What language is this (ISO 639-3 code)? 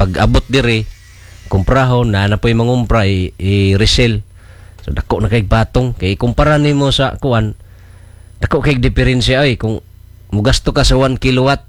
ceb